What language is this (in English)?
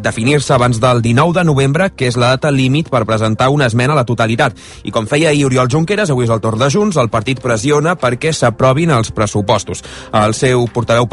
Catalan